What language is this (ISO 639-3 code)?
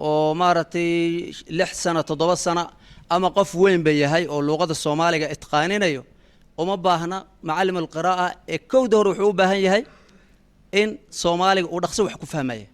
som